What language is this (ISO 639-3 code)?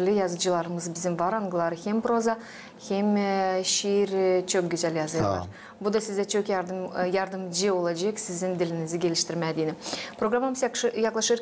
gag